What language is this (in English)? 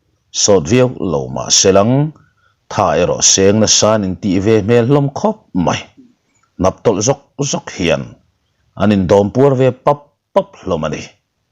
Mizo